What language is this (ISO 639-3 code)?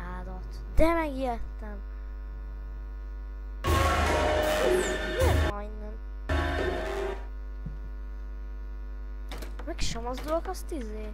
hun